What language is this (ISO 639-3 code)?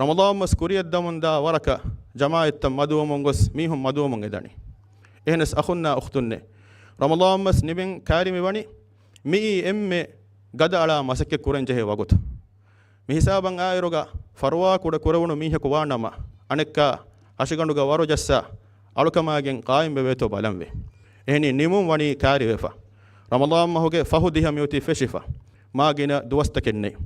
div